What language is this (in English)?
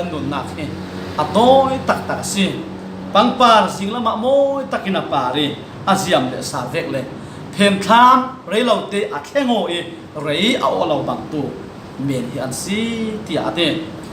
Falam Chin